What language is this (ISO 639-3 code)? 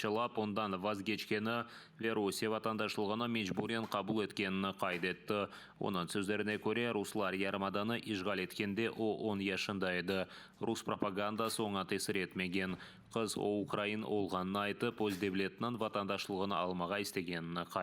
crh